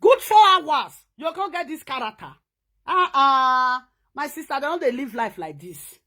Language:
Nigerian Pidgin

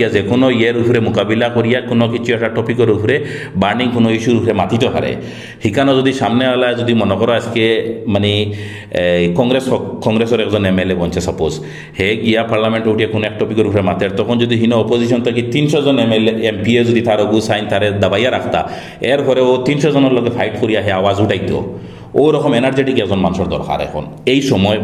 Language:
Sylheti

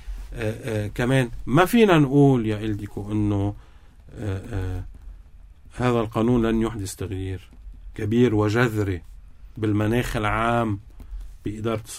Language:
North Levantine Arabic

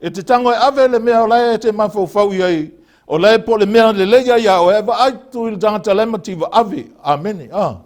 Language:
Samoan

